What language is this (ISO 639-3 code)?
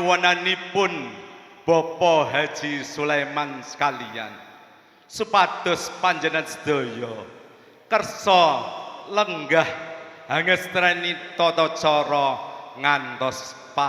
jav